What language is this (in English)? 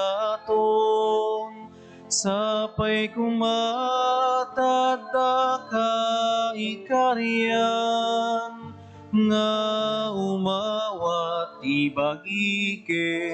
Iloko